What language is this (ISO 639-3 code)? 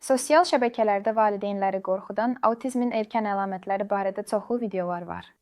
aze